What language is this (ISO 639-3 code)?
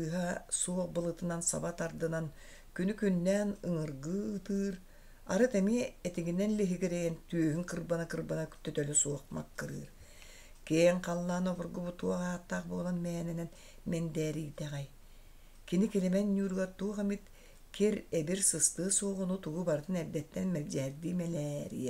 sah